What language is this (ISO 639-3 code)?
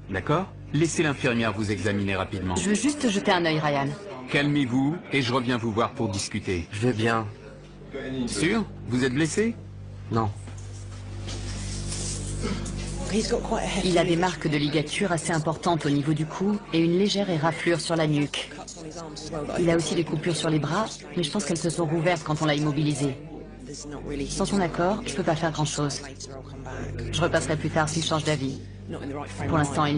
fra